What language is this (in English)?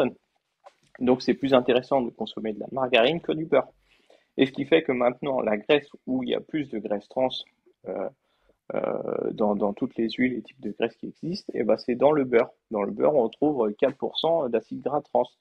French